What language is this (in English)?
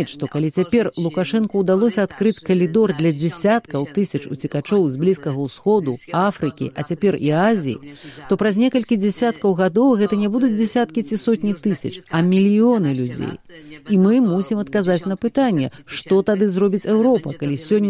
Belarusian